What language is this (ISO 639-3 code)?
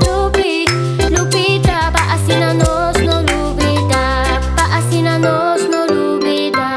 pap